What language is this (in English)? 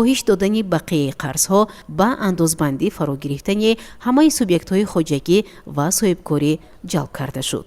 Tajik